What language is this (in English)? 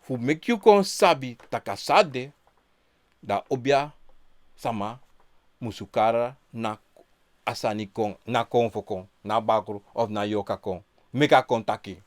Sranan Tongo